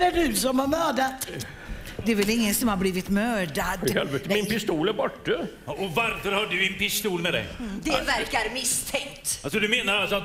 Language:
Swedish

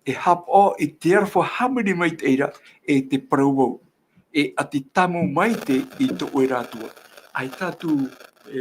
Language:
Tahitian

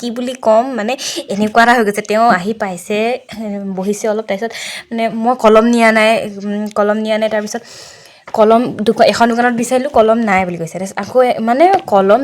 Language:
Assamese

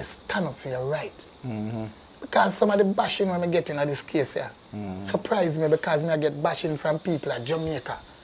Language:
Jamaican Creole English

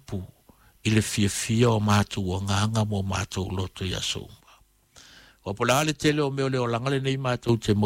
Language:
Samoan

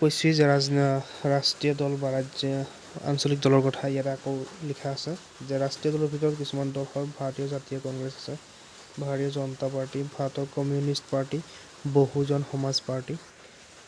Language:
Assamese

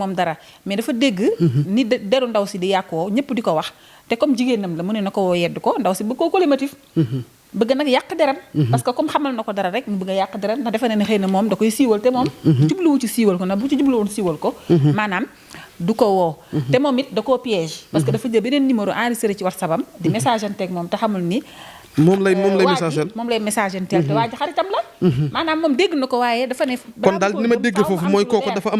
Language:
Wolof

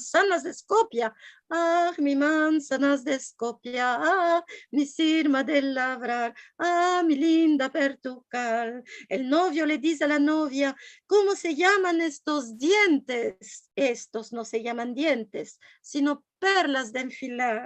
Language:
Ladino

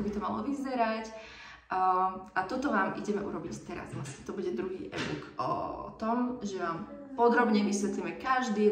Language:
Slovak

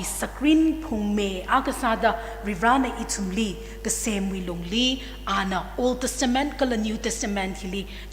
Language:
Tangkhul Naga (India)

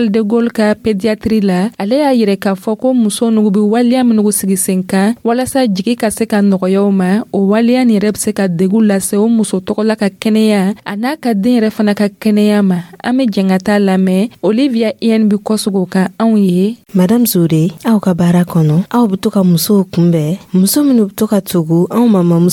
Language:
Dyula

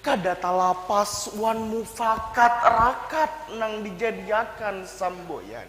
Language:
Banjar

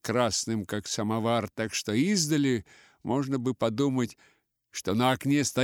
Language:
Russian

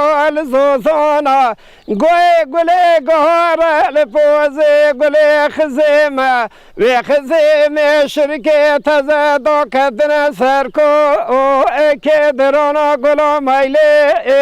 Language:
Kurdish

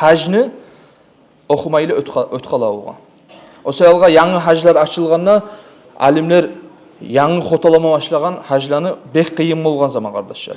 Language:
Kumyk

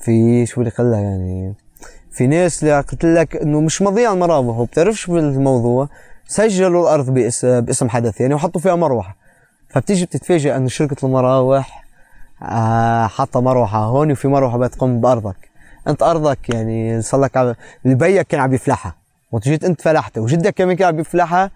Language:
North Levantine Arabic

